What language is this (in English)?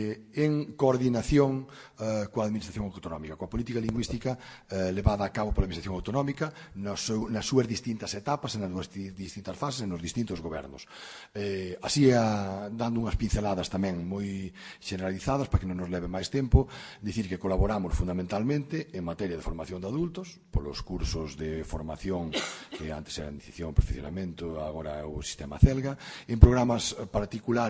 Galician